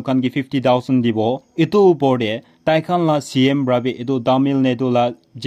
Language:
Naga Pidgin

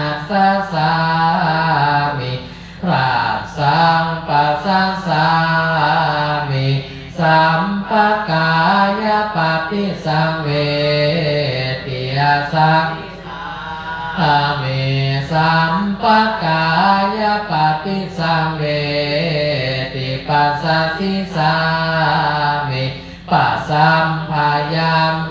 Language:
Pali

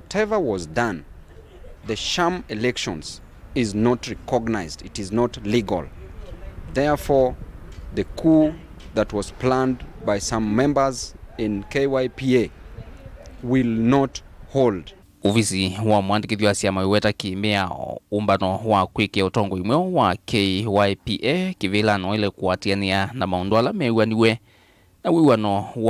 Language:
Kamba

